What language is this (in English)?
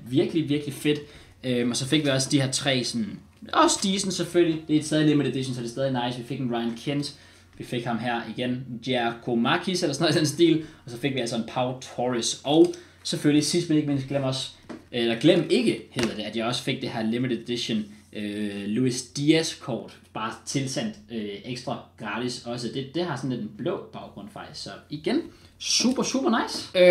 Danish